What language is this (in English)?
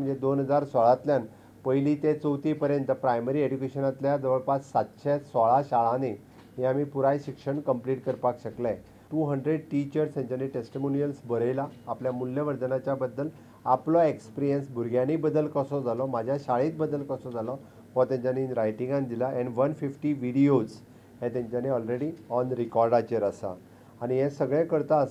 Konkani